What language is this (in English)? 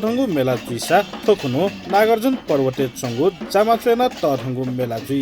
Newari